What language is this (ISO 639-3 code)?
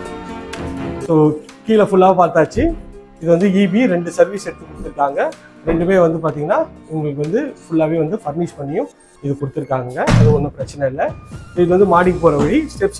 tam